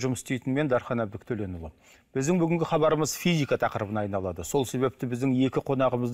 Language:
Kazakh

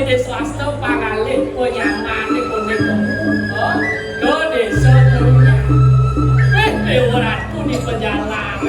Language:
Balinese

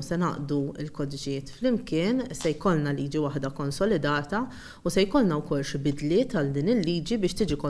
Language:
Maltese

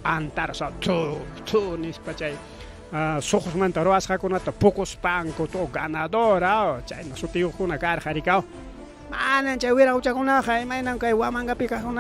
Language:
Ayacucho Quechua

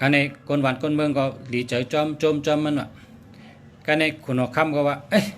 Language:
Shan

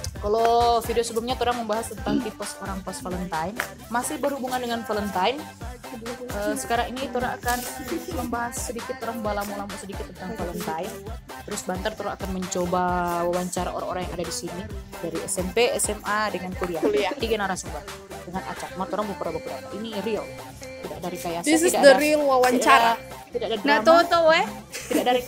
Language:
Manado Malay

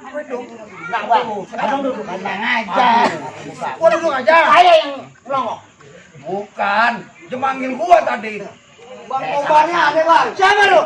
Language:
Betawi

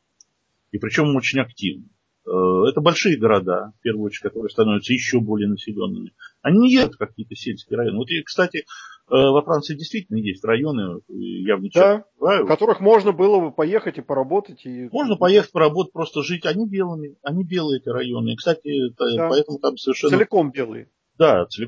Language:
Russian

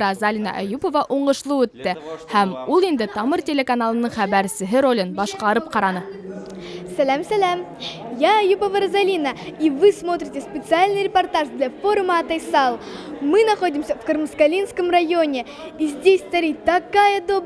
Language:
Bashkir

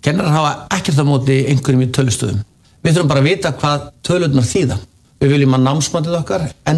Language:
Icelandic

